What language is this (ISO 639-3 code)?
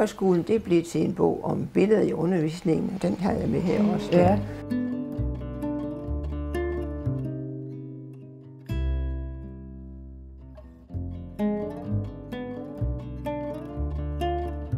dan